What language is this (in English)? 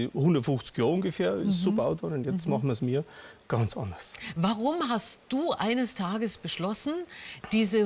Bavarian